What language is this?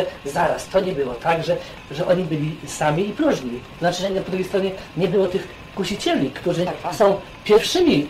Polish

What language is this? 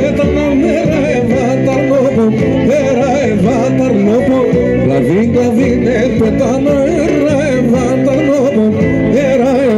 Greek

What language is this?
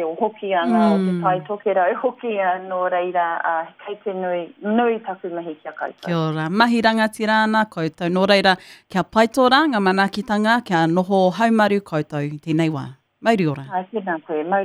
Māori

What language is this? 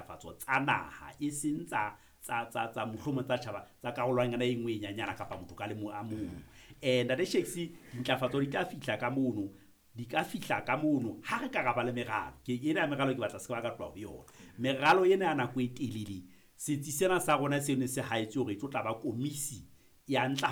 Southern Sotho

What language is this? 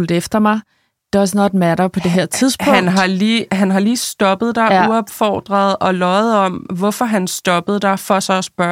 Danish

